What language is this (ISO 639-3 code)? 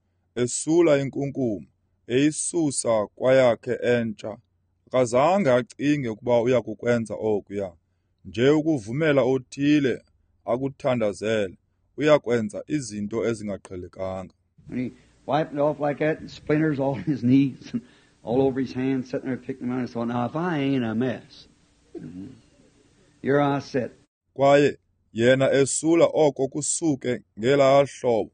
xho